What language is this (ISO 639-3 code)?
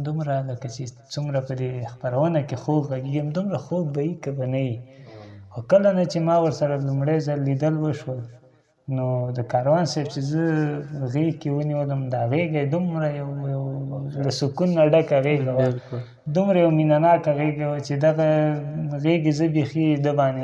pus